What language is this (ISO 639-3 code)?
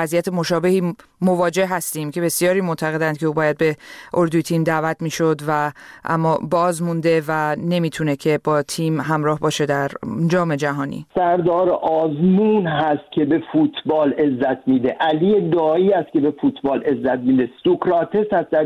fas